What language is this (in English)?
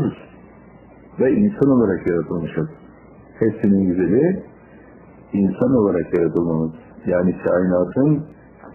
Turkish